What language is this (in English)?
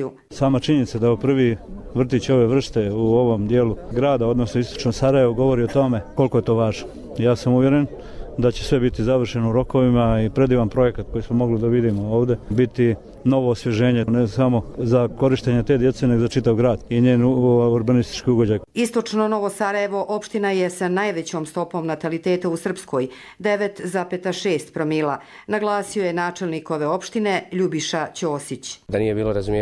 Croatian